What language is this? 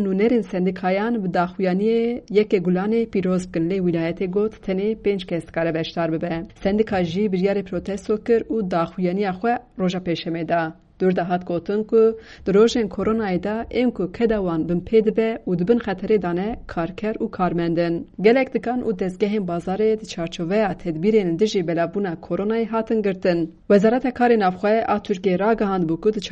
Kurdish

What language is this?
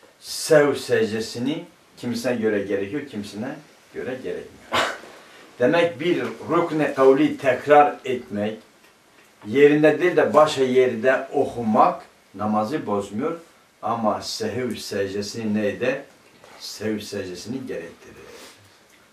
Turkish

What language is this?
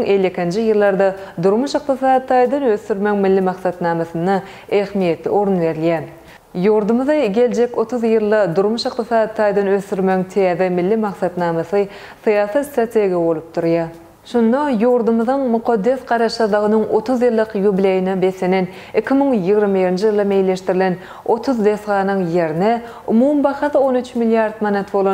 Turkmen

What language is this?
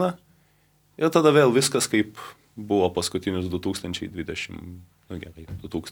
Lithuanian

